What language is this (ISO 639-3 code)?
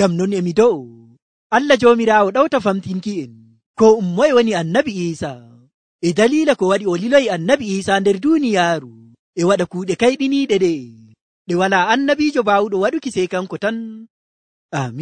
fuv